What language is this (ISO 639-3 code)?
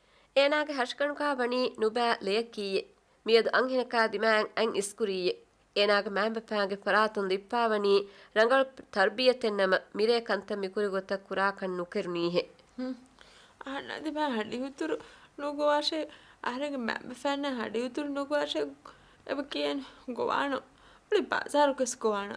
div